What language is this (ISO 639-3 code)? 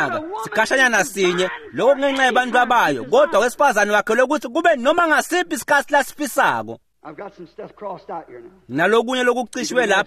ssw